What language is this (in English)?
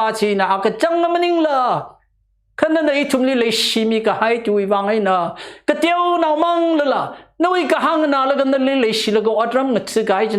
Tangkhul Naga (India)